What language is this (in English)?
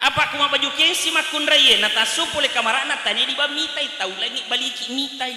Buginese